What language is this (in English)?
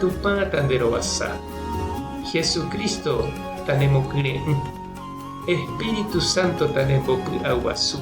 Guarani